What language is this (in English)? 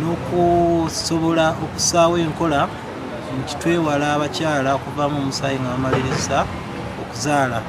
Ganda